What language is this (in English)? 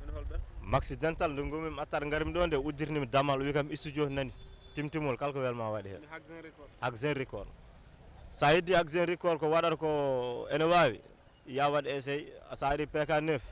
Fula